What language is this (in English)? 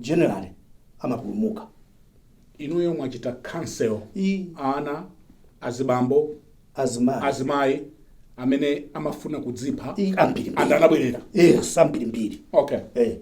Nyanja